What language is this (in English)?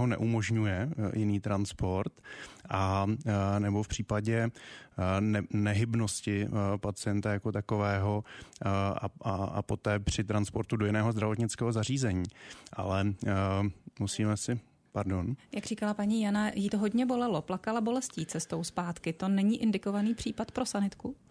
Czech